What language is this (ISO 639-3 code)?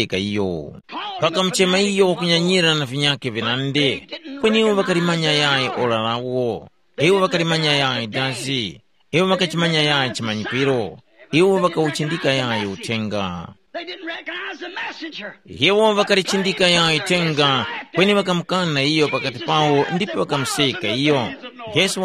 tum